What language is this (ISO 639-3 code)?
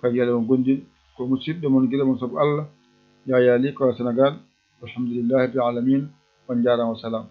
ful